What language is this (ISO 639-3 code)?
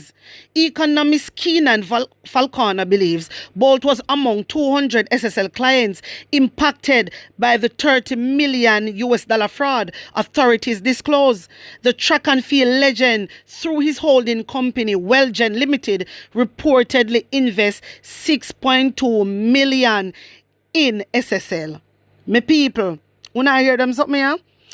jam